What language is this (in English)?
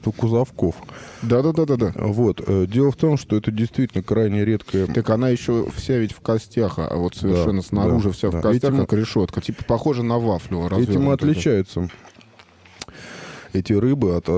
Russian